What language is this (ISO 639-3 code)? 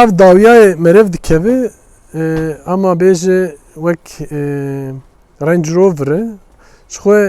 kur